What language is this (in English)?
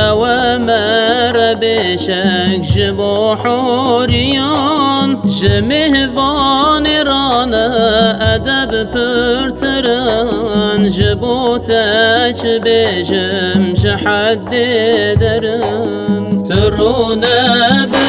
Kurdish